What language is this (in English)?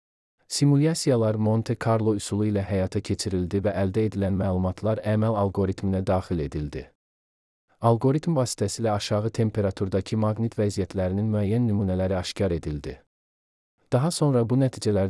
Azerbaijani